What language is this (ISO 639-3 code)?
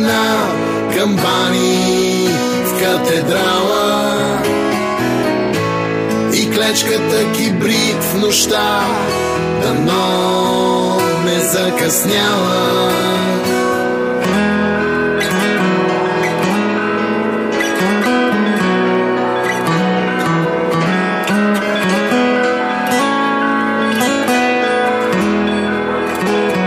bul